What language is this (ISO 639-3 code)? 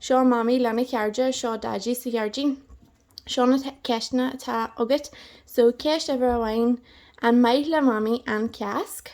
gle